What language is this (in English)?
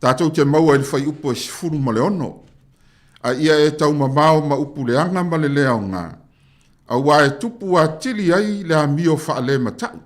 Samoan